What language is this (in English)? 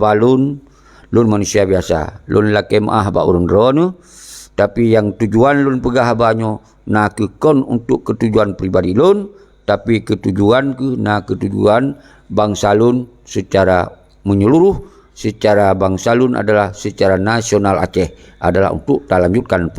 Achinese